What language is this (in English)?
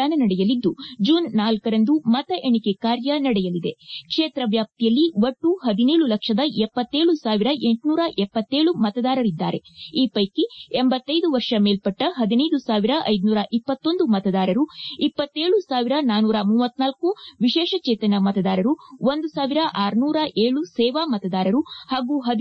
Kannada